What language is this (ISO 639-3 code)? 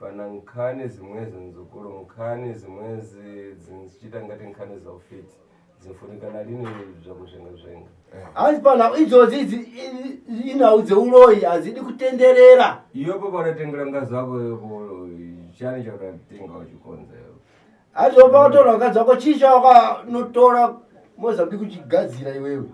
sna